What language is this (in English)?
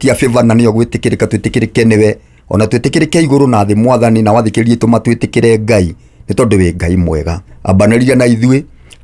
Kikuyu